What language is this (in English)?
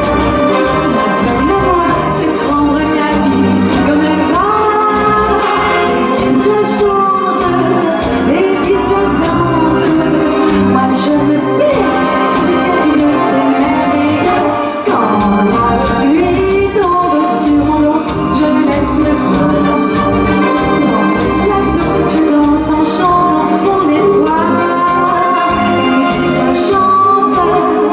French